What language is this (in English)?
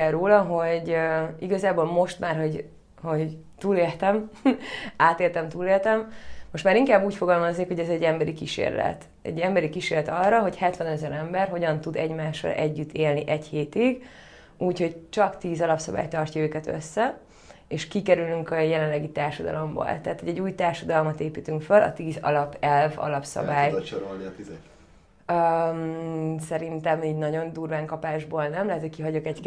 Hungarian